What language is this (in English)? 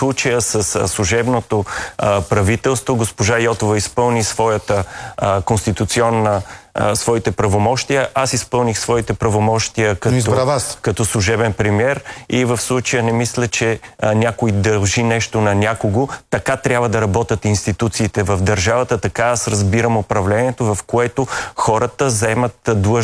Bulgarian